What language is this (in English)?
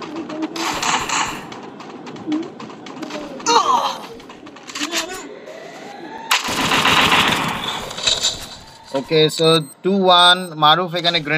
Bangla